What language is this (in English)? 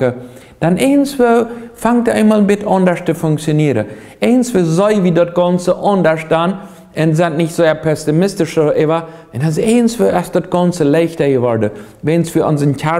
Plautdietsch